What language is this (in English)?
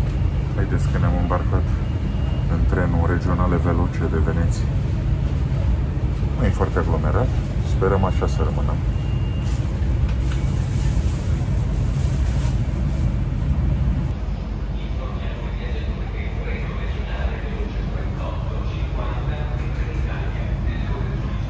Romanian